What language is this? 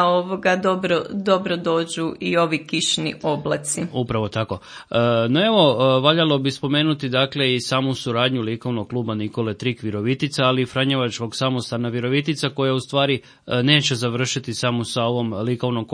Croatian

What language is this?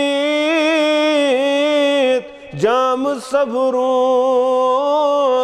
Kashmiri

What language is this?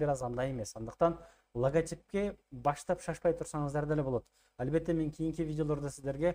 Kyrgyz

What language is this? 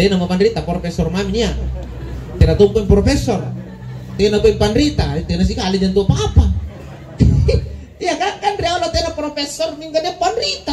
Makasar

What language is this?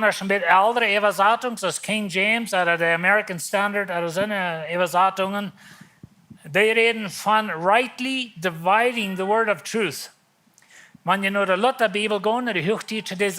Plautdietsch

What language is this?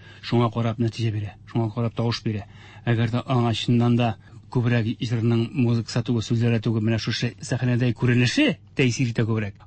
Tatar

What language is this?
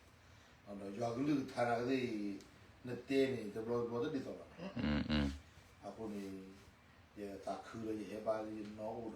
S'gaw Karen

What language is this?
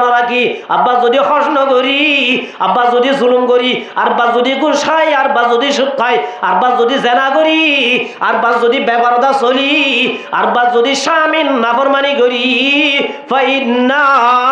Rohingya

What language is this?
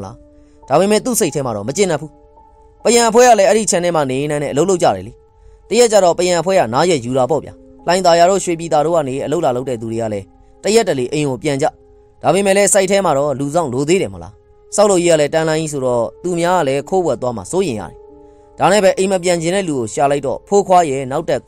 Burmese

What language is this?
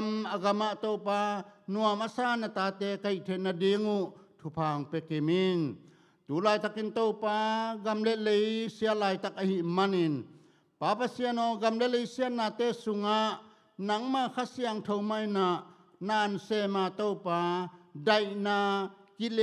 Tedim Chin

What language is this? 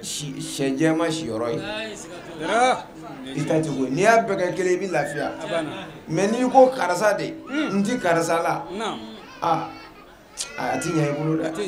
Bambara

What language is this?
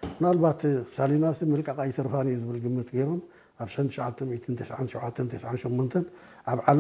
Tigrinya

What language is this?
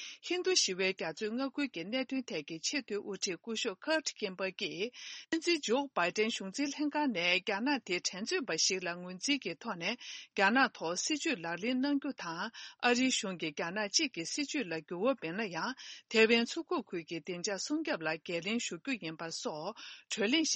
Tibetan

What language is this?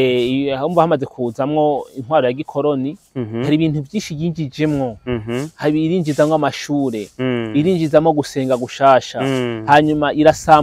Rundi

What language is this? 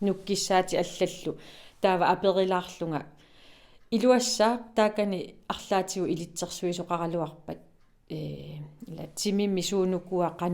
Kalaallisut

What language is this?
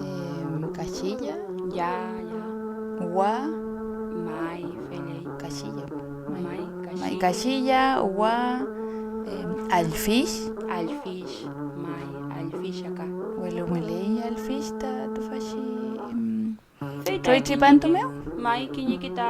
Mapuche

